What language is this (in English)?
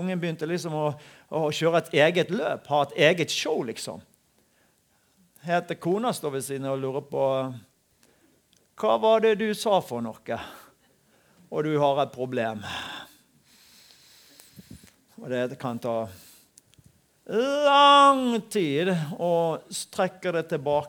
Norwegian